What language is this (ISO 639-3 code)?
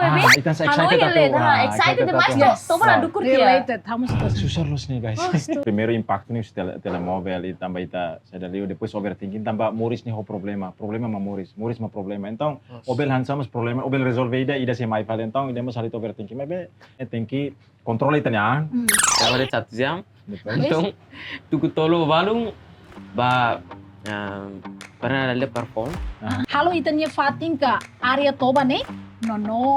tet